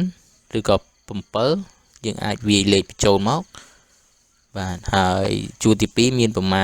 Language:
Khmer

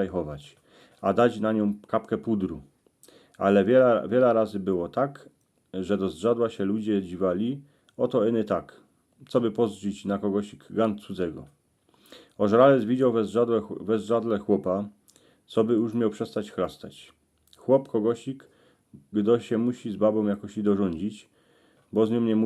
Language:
Silesian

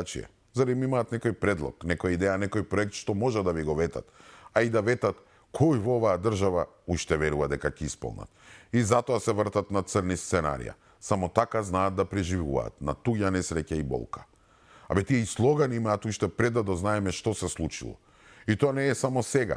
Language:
Macedonian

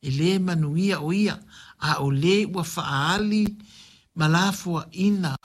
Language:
Samoan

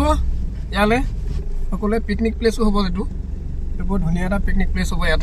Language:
Assamese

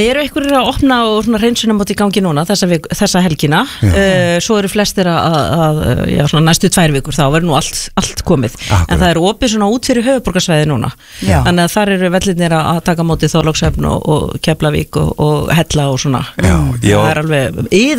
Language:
Icelandic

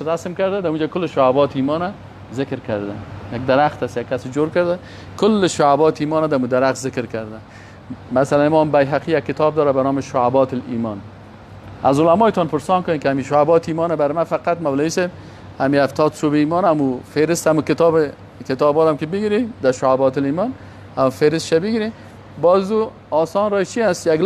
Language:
Persian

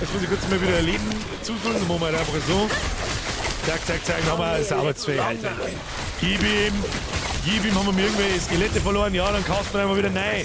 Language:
Bavarian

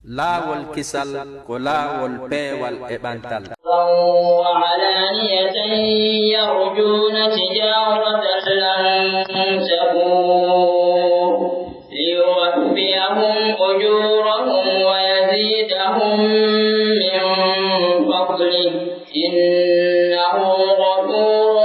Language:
Pular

